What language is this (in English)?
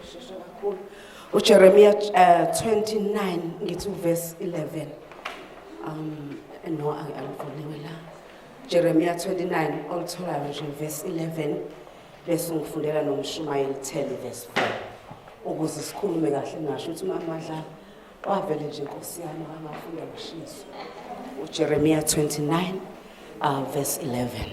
Zulu